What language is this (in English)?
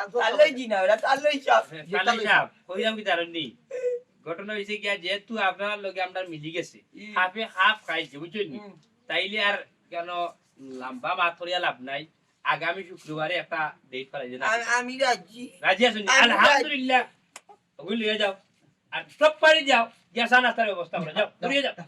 Sylheti